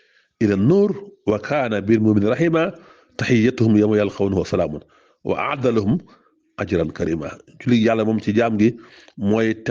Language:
Wolof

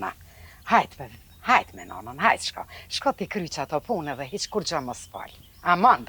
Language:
Albanian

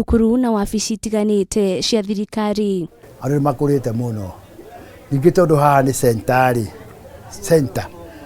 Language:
Kikuyu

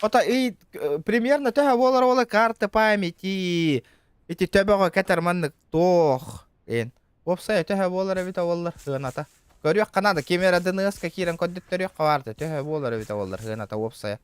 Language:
Yakut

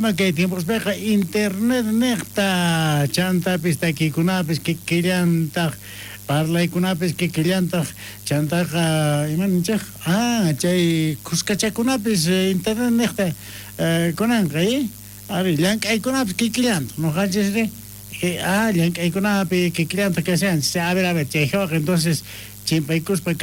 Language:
South Bolivian Quechua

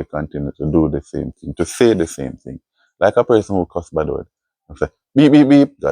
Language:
Jamaican Creole English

